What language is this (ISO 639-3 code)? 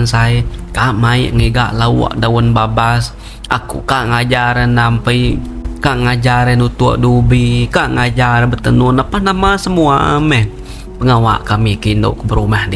iba